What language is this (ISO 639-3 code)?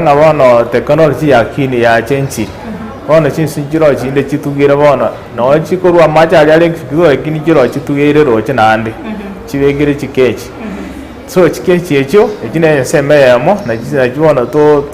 guz